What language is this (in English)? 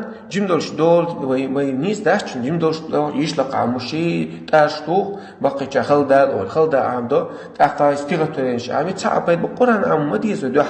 Chechen